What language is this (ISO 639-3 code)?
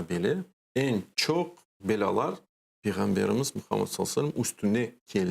crh